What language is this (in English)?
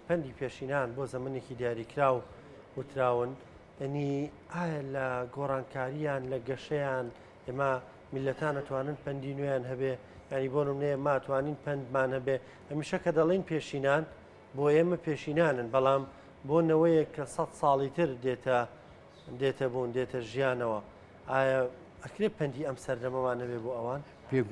Central Kurdish